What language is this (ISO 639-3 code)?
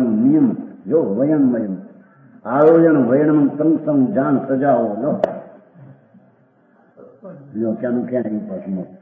guj